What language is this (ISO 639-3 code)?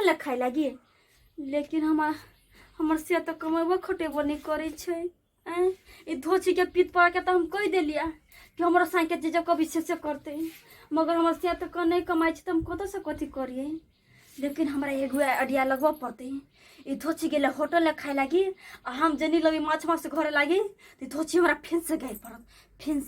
mai